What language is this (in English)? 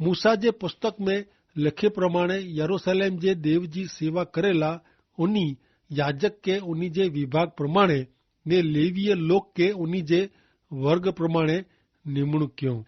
Kachhi